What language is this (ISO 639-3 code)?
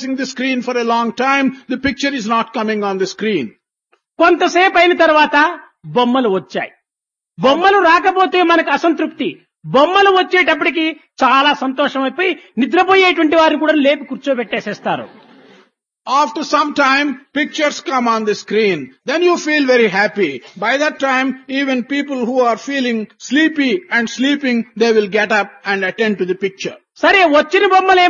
tel